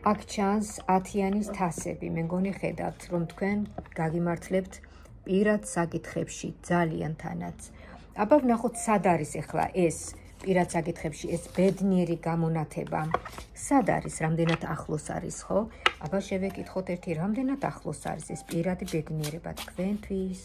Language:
Georgian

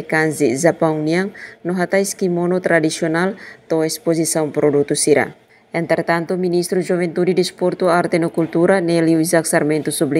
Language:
Tetum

